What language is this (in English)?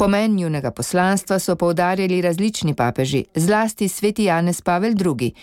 Slovenian